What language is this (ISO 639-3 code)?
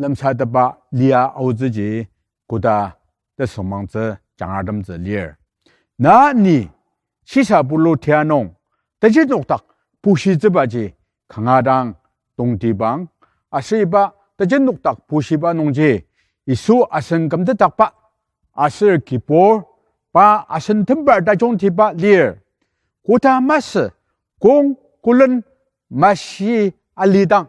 njo